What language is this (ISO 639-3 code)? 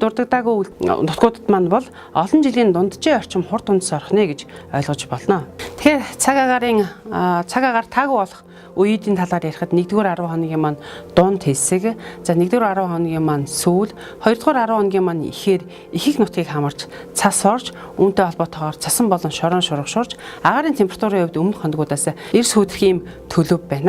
mon